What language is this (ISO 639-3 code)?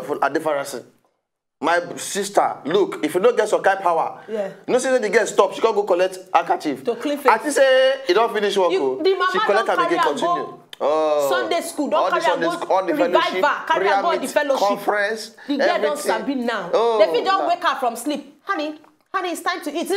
pcm